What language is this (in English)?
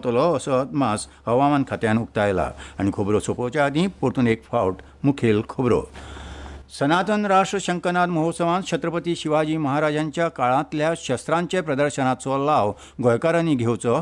Konkani